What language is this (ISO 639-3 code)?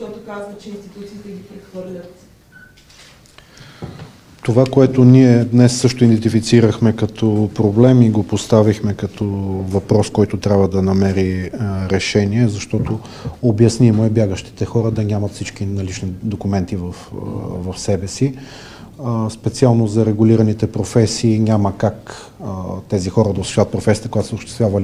bul